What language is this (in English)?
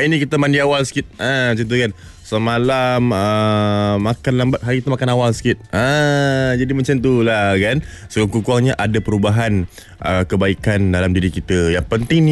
Malay